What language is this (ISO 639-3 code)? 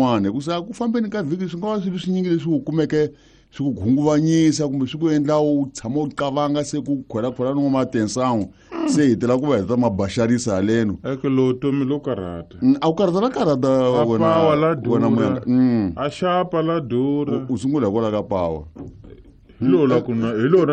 tso